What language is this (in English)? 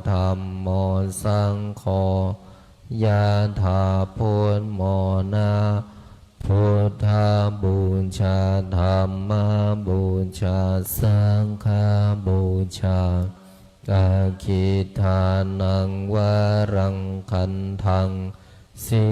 Pali